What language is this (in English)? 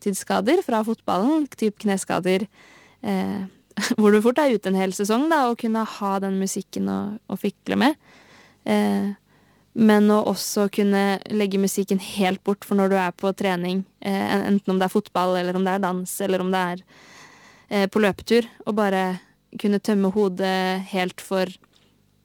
Norwegian